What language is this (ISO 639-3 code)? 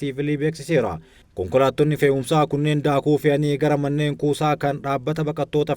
orm